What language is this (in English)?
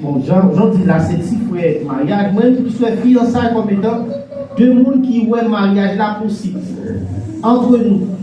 Haitian Creole